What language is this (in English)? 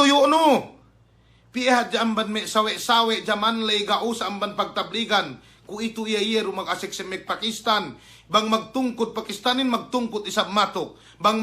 Yakan